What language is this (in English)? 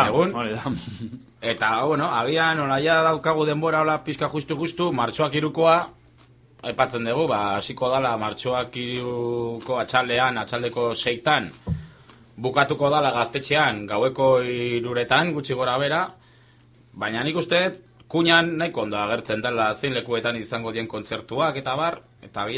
Basque